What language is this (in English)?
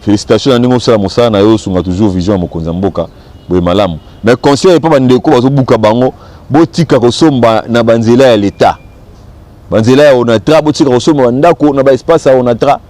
Lingala